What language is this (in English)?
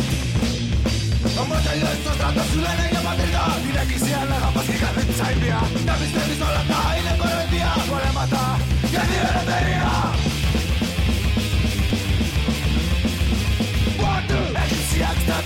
Greek